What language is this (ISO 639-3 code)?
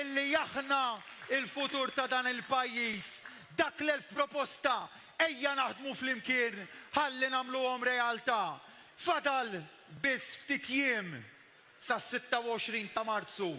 mlt